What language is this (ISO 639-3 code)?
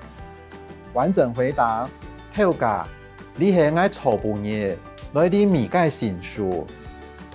hak